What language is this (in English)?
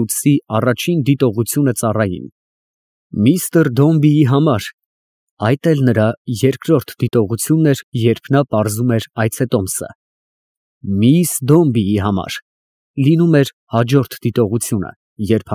Armenian